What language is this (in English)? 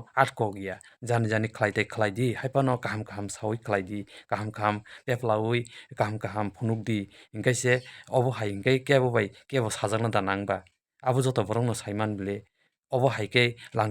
Kok Borok